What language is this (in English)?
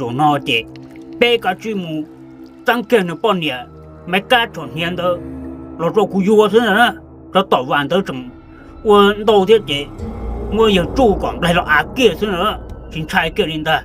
Hmong